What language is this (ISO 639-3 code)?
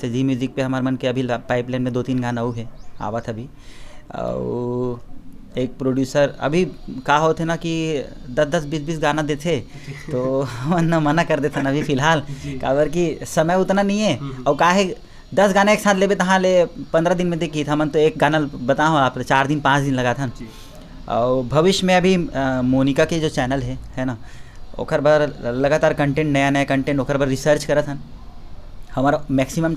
hne